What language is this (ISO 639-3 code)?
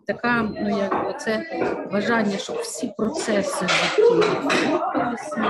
ukr